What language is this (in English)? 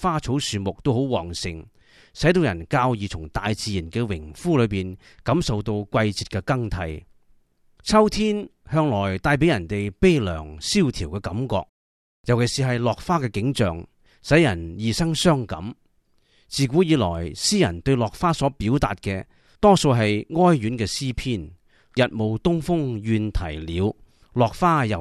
Cantonese